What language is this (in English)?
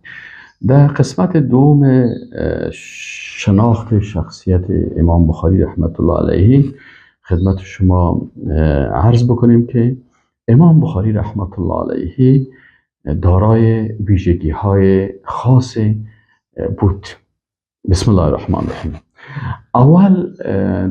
Persian